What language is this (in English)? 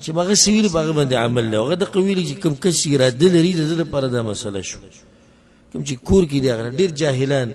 Pashto